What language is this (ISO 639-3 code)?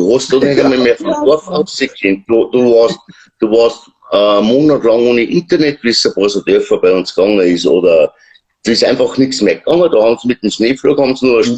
bar